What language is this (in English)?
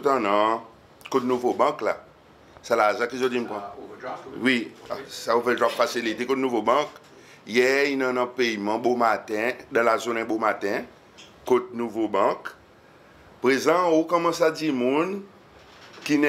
Seselwa Creole French